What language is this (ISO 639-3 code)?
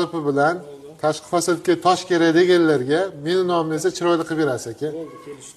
uzb